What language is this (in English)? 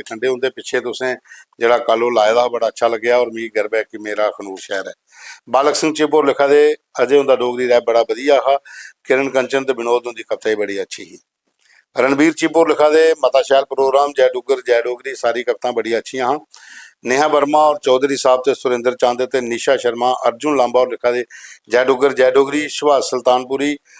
Dogri